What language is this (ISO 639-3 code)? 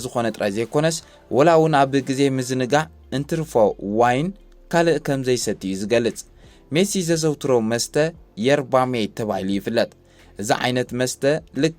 tir